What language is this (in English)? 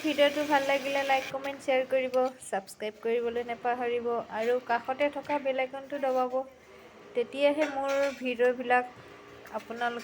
Assamese